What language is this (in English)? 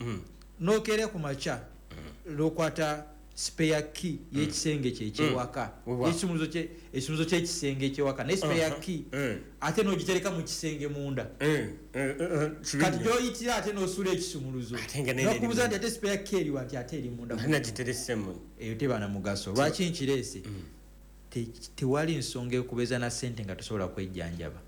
Ganda